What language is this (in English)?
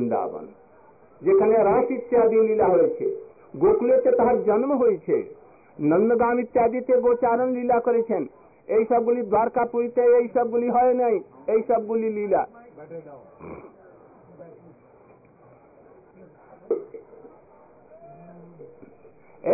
Bangla